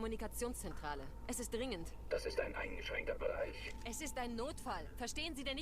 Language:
Bavarian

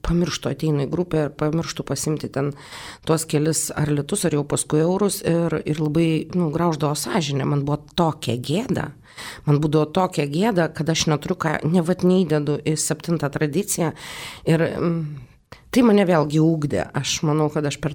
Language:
Lithuanian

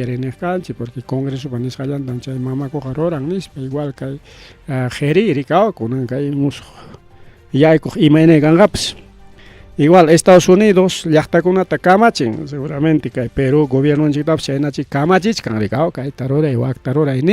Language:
Ayacucho Quechua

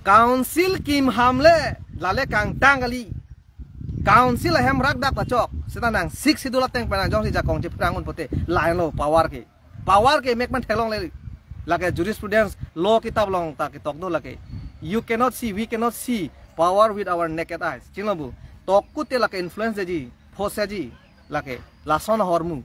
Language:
Karbi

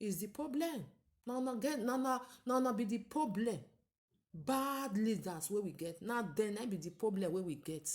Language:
Nigerian Pidgin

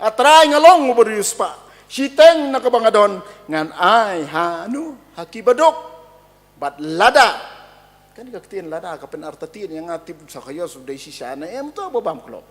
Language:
Khasi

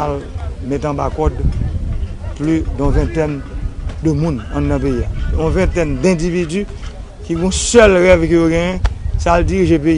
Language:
Haitian Creole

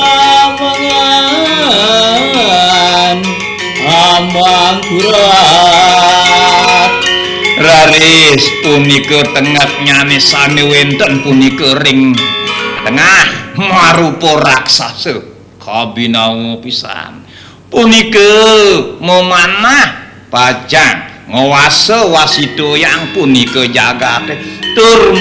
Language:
Balinese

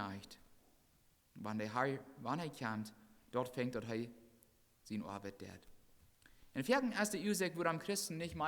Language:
Plautdietsch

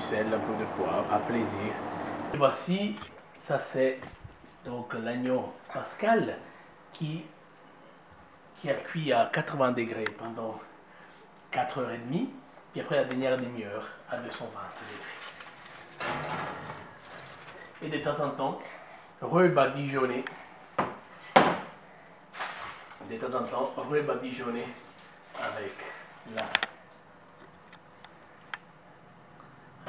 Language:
French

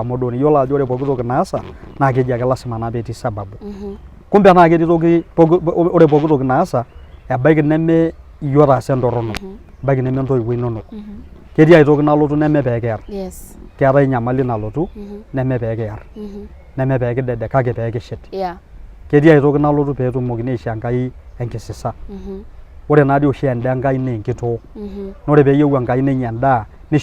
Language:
Masai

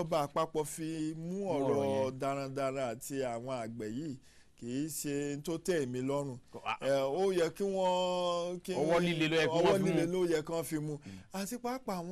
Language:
Yoruba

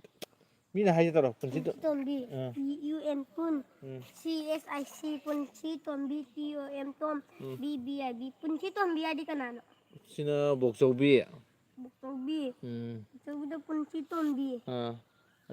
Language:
Manipuri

